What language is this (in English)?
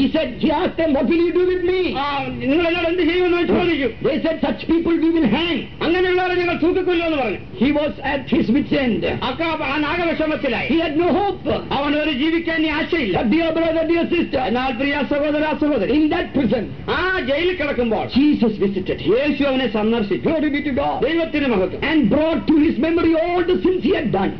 Malayalam